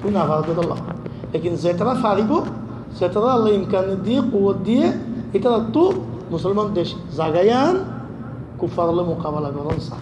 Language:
Rohingya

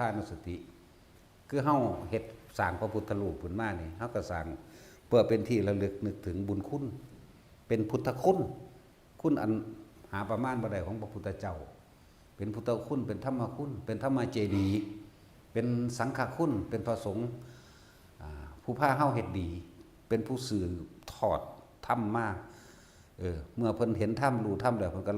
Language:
Northeastern Thai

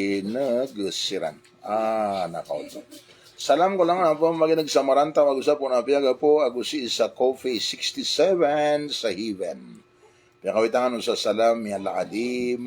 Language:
Maranao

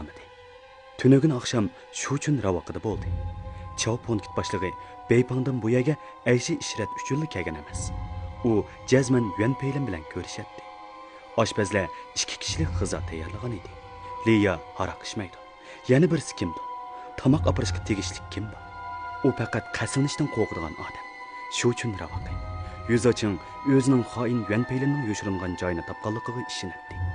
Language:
Uyghur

